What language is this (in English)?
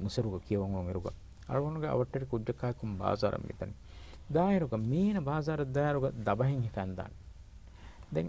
Divehi